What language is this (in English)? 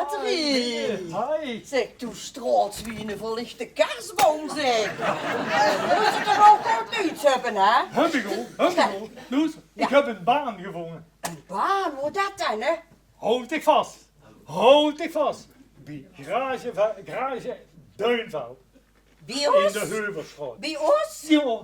Limburgish